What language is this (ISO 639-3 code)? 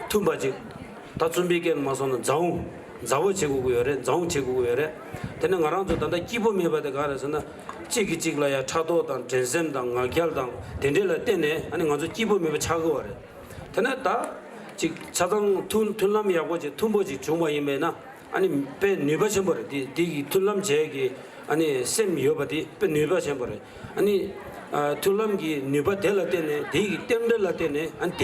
bod